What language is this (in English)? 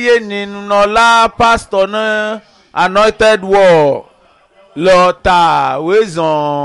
Ewe